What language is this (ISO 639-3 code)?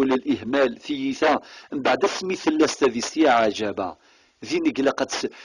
kab